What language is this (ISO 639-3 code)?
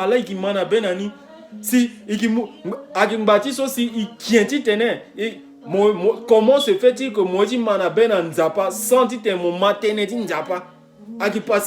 sag